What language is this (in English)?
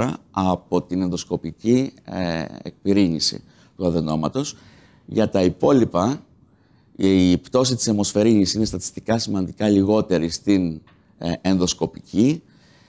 Greek